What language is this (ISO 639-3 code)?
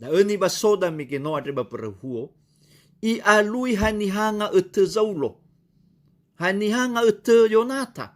nia